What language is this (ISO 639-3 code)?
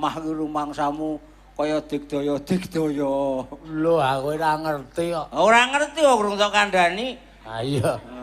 jav